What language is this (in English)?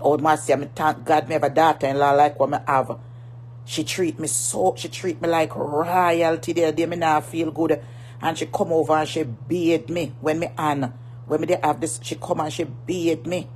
Jamaican Creole English